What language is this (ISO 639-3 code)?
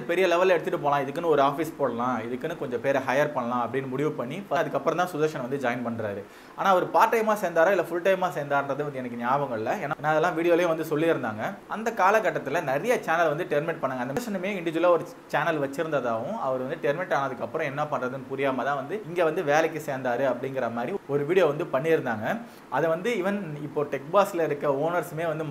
tam